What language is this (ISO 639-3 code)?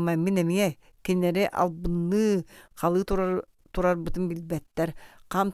sah